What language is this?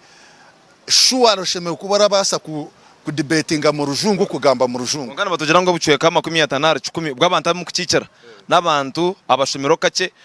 Nyankole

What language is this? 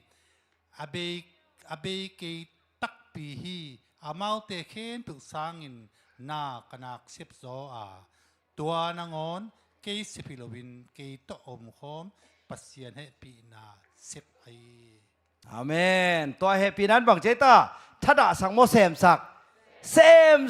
Tedim Chin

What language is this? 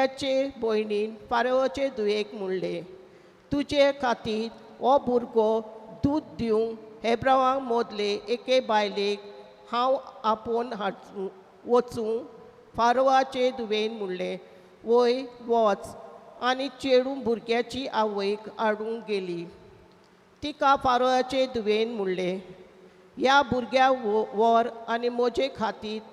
Konkani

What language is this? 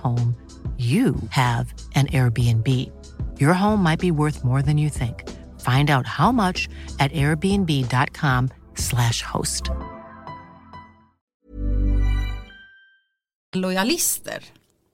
Swedish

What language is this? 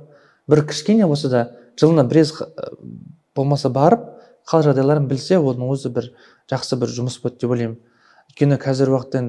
Kazakh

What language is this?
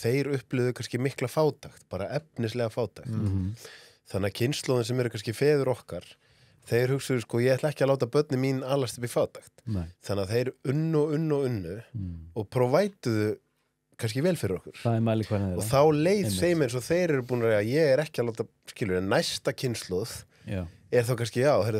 Icelandic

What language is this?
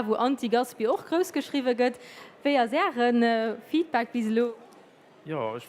Luxembourgish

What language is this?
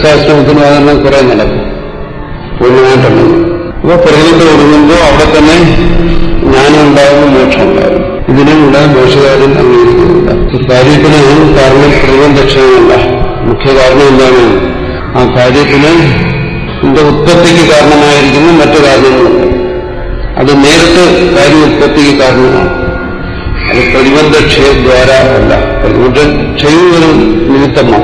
Malayalam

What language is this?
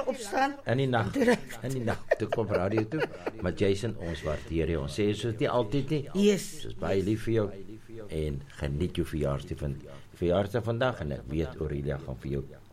Afrikaans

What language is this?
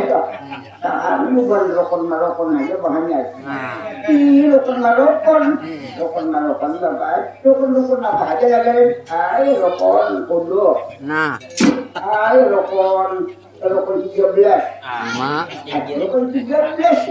Banjar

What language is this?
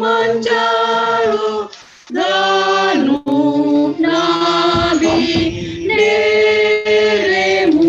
Batak Simalungun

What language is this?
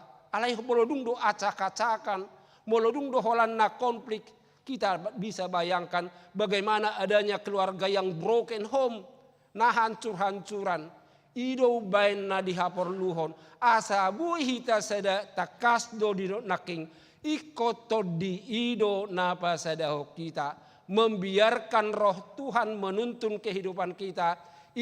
Batak Toba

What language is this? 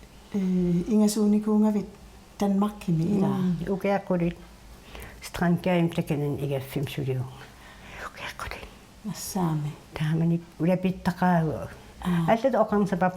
Kalaallisut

